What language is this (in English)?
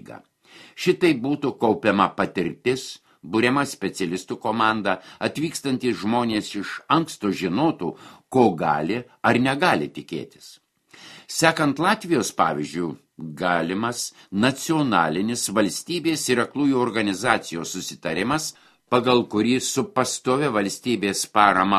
Lithuanian